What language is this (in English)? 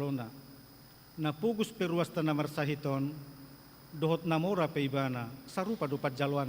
Batak Toba